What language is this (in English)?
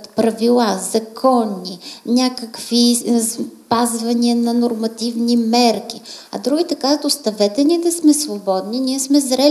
Bulgarian